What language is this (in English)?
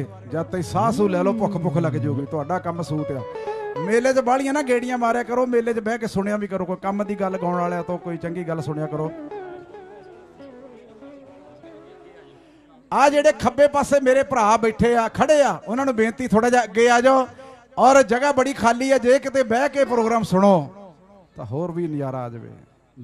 Punjabi